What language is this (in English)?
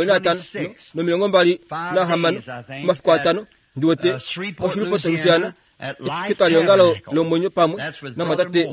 Kuanyama